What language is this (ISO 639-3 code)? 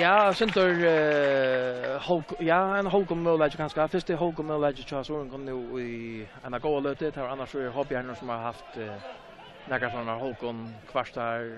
fao